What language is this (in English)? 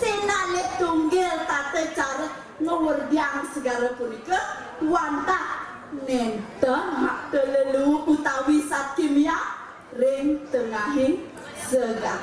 Balinese